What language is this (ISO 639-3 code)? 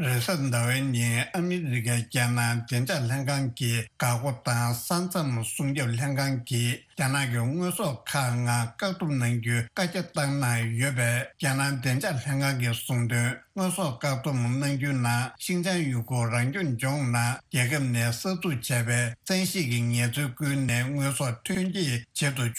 bod